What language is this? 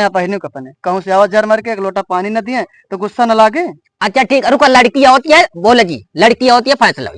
Awadhi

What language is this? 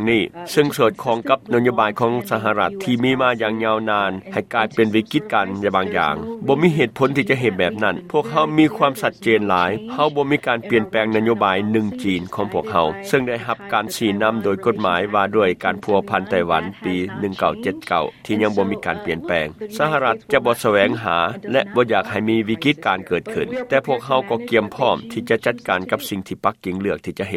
Lao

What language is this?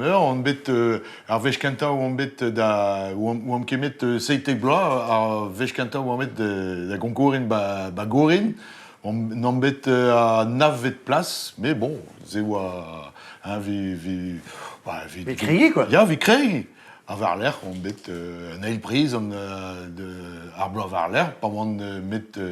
Breton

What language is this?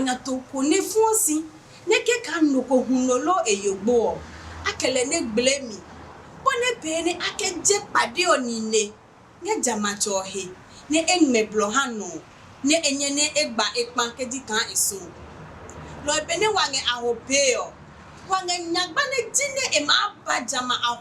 Adangme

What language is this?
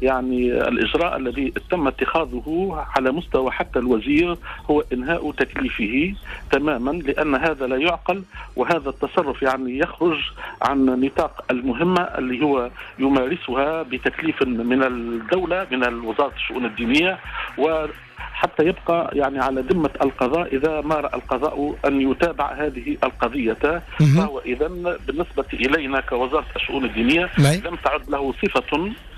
Tunisian Arabic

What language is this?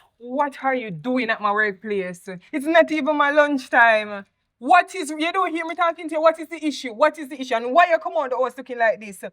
Jamaican Creole English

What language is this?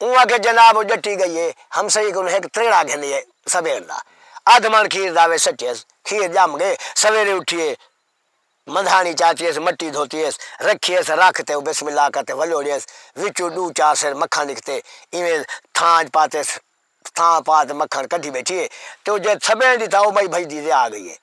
Saraiki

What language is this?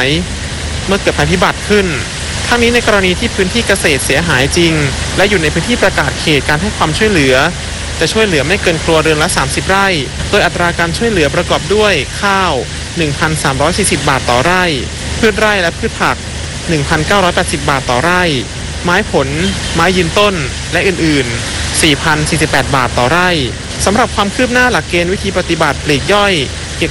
Thai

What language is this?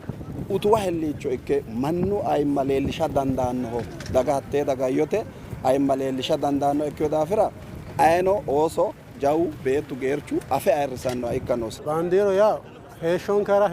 Sidamo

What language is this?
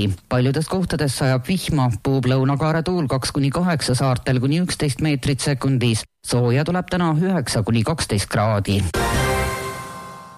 Estonian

